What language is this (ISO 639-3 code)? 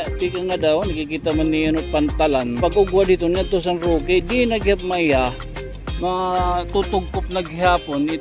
war